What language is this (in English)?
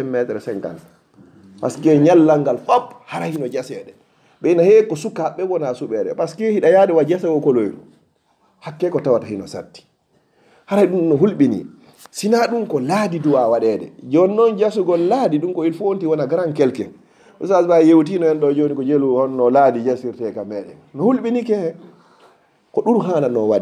Fula